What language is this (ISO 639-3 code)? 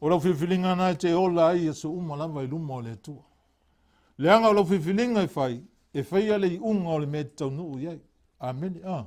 smo